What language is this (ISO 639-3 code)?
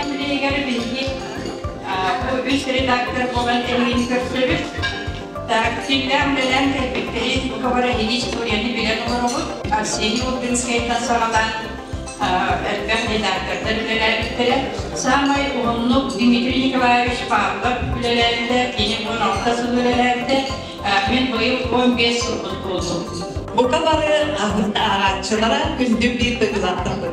sah